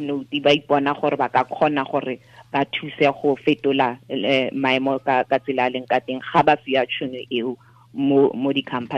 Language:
Tswana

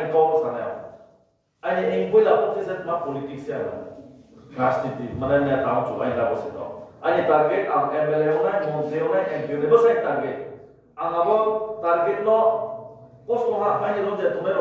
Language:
Riang (India)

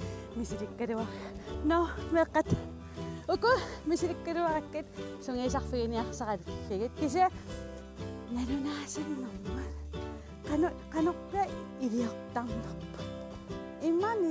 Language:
Kalaallisut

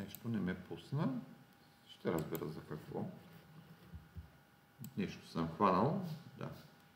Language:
Bulgarian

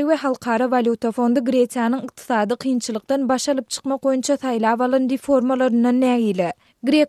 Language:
Turkmen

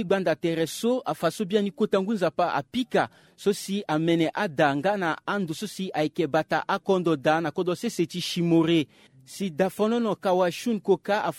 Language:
Sango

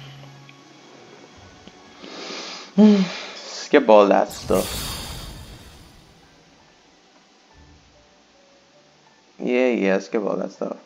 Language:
English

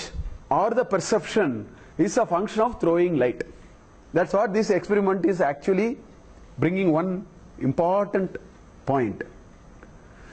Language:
English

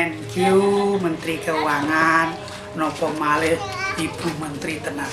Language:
Javanese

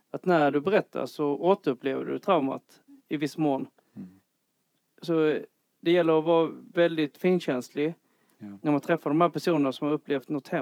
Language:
Swedish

